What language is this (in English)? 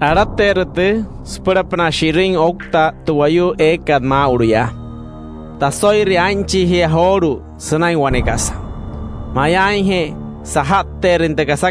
Wayuu